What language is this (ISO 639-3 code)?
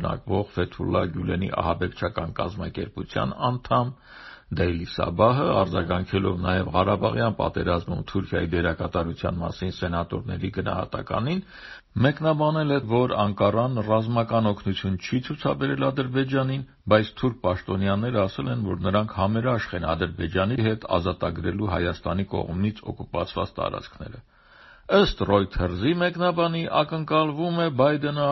hye